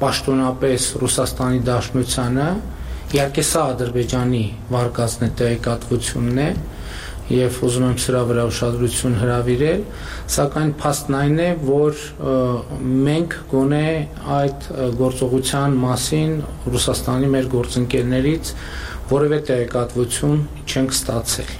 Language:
Armenian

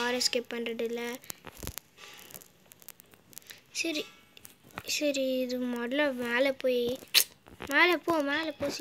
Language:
Tamil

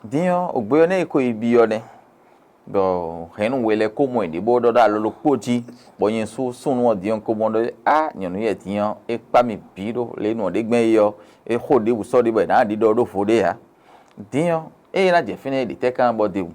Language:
Fon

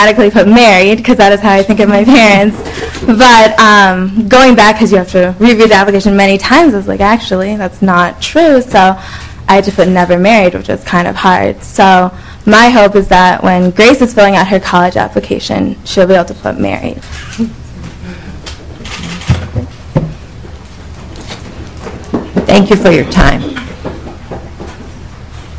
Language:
English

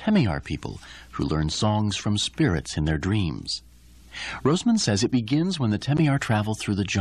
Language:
English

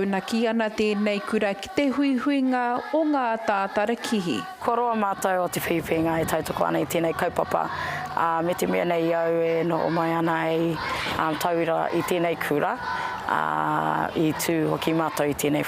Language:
Māori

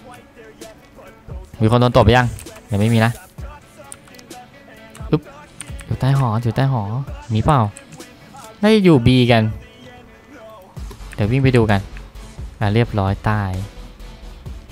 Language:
Thai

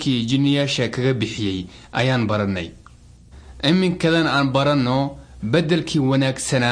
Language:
Somali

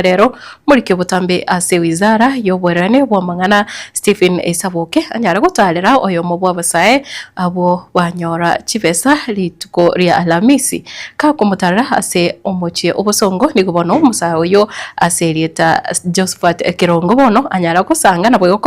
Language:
Gusii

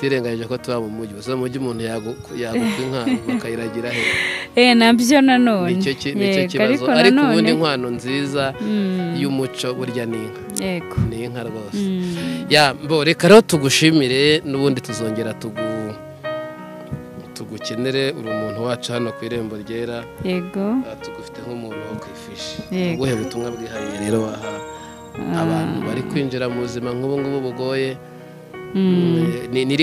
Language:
Kinyarwanda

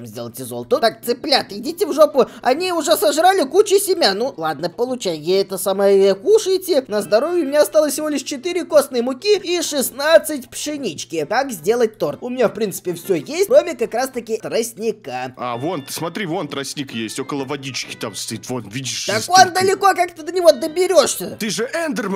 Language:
Russian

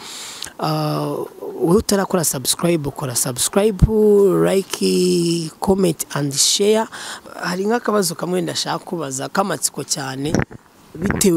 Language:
Kinyarwanda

